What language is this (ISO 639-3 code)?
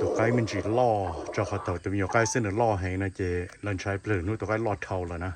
hmn